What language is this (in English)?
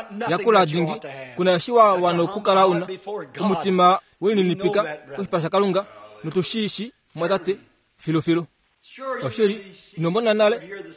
Kuanyama